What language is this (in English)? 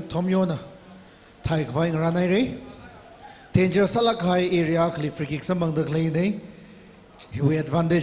Tangkhul Naga (India)